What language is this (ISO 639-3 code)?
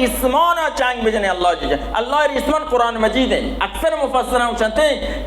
bal